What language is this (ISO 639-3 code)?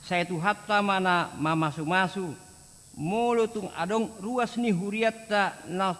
bbc